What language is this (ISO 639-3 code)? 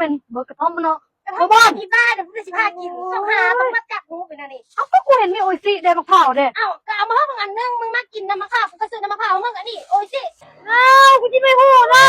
lao